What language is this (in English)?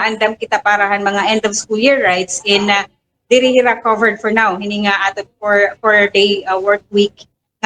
Waray